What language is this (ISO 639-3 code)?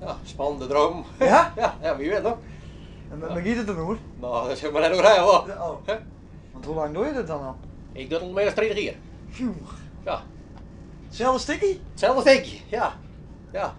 fry